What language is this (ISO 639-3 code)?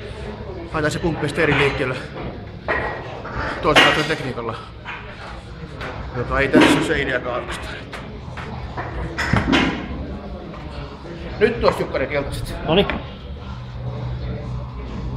fin